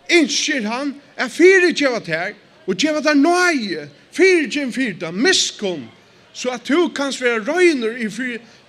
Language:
Faroese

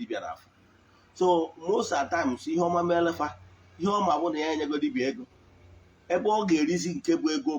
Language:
Igbo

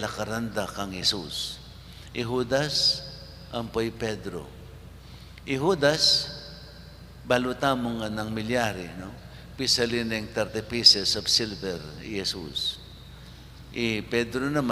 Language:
Pampanga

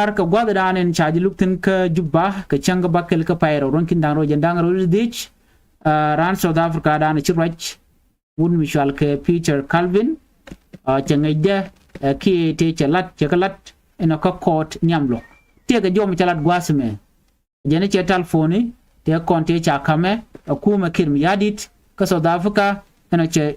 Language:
Nuer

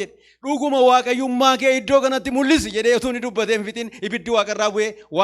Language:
Oromo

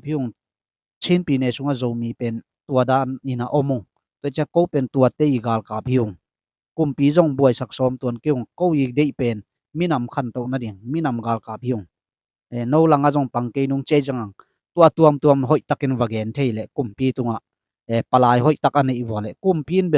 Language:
Tedim Chin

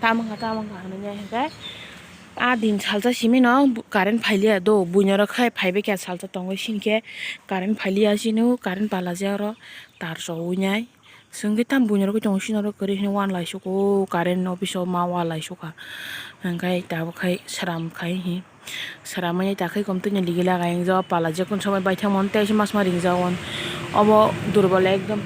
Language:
Kok Borok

